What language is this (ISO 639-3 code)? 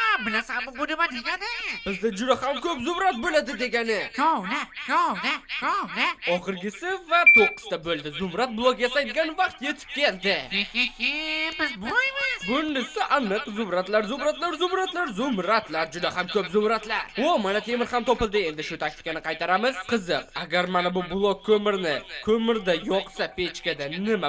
uzb